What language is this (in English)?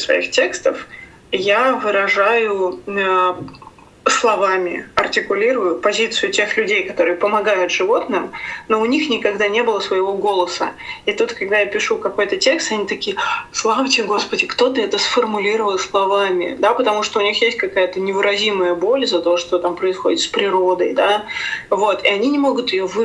Russian